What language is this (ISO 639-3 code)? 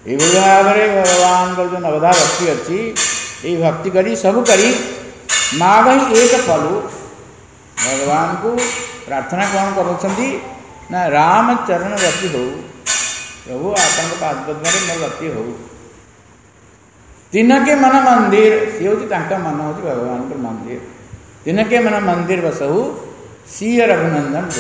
ori